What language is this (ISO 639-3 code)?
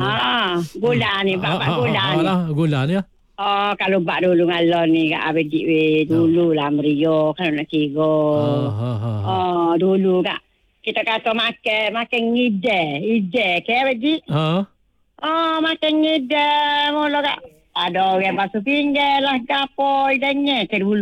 msa